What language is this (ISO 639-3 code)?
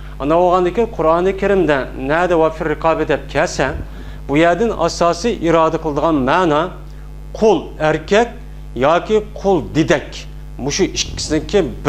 uig